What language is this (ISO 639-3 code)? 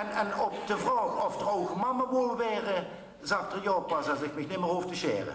lim